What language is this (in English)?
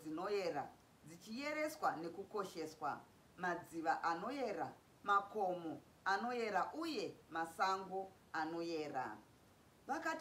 Shona